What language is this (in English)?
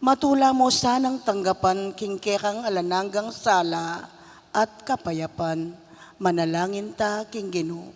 Pampanga